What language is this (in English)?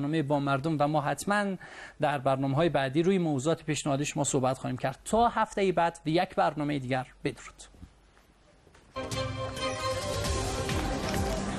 Persian